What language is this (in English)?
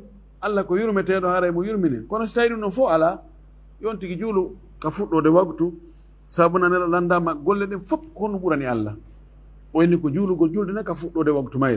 Fula